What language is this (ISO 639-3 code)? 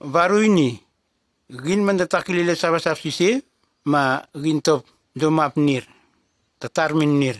tgs